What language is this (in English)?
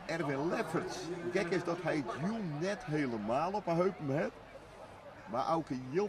Western Frisian